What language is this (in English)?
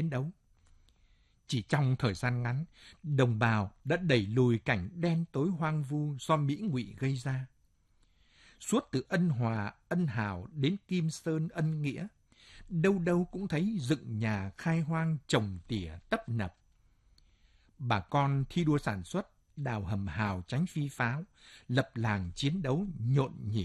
Vietnamese